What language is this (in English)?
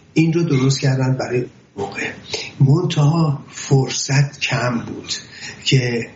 Persian